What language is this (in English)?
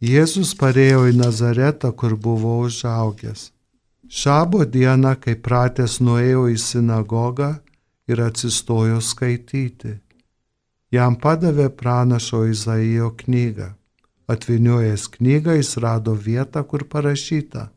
Lithuanian